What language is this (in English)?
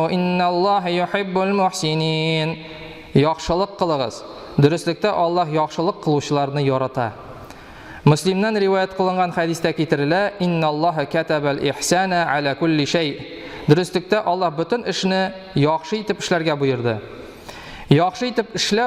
Tatar